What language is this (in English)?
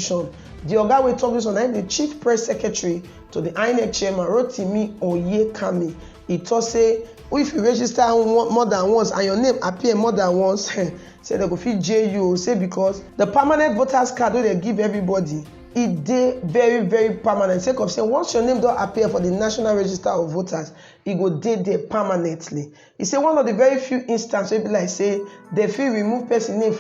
Nigerian Pidgin